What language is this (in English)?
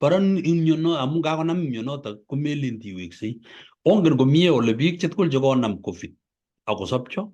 Kalenjin